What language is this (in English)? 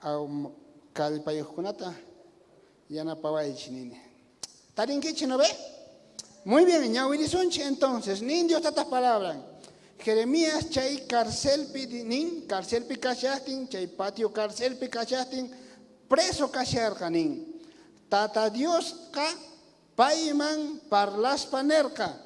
South Bolivian Quechua